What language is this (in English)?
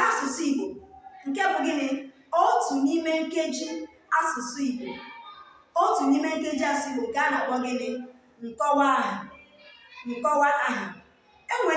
Igbo